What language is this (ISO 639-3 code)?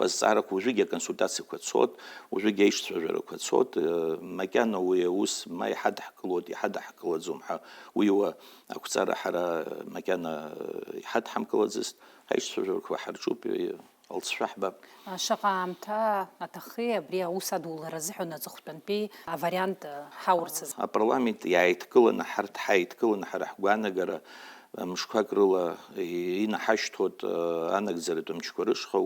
abk